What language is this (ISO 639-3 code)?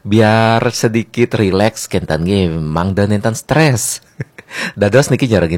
ban